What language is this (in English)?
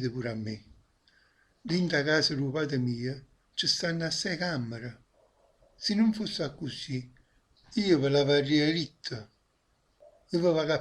Neapolitan